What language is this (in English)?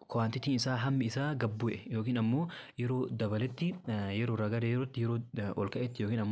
Oromo